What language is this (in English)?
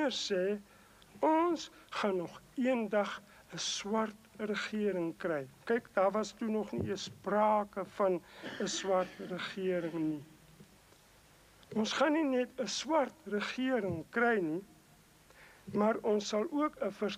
Afrikaans